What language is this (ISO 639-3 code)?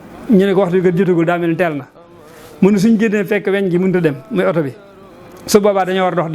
wol